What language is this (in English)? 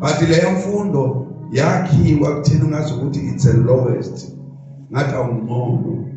Zulu